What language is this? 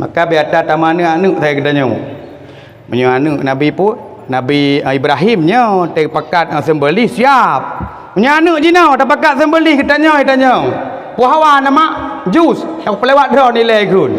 Achinese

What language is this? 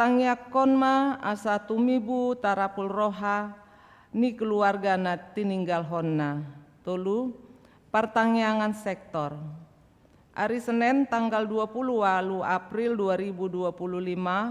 Batak Toba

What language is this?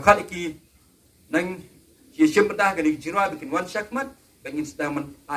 Khasi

